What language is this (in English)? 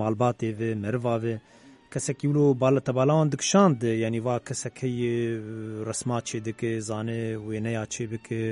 Kurdish